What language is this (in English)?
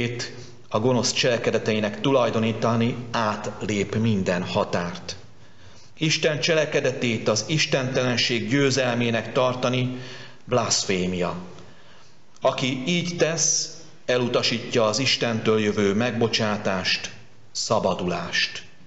Hungarian